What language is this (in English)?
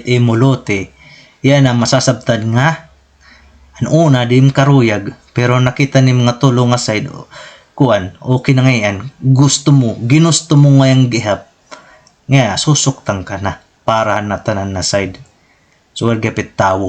Waray